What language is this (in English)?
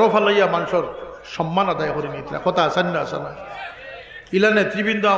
Sylheti